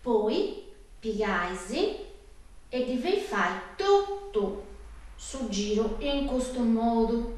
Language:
Sardinian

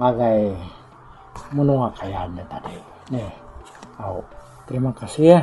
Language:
Iban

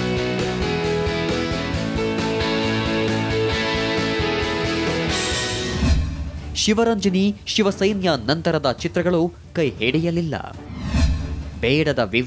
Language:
Kannada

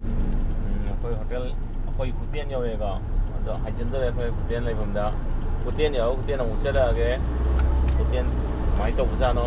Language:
Manipuri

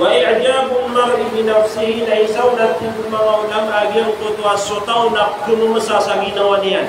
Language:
Maranao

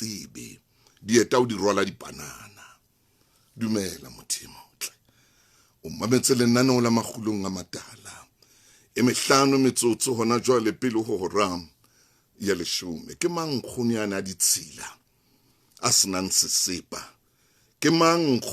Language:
Southern Sotho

